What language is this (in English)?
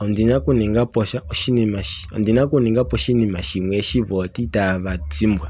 Kuanyama